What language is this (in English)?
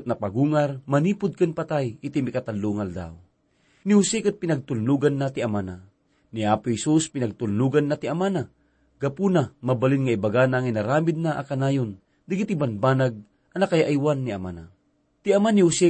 Iloko